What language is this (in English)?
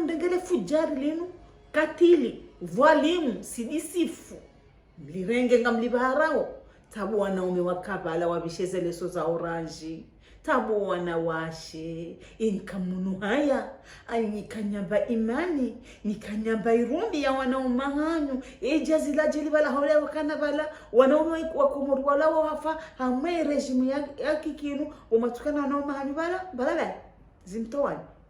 Ngazidja Comorian